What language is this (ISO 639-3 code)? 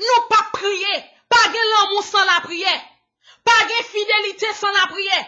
hat